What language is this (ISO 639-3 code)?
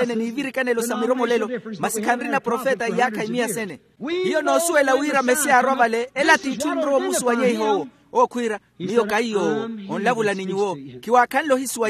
vmw